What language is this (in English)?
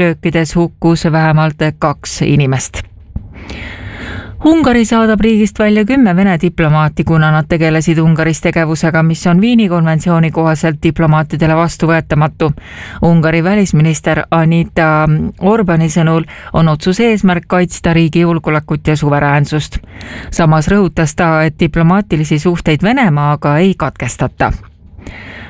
Estonian